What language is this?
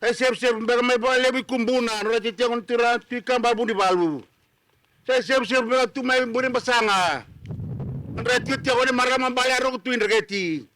Fijian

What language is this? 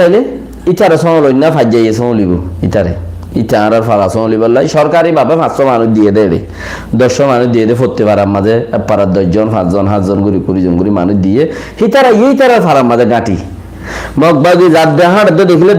Rohingya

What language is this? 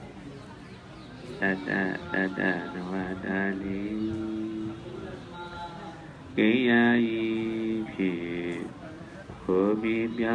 Burmese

